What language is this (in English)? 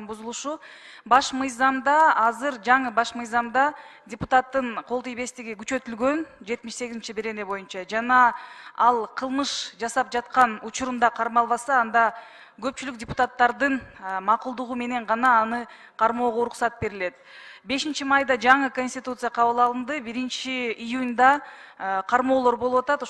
Kyrgyz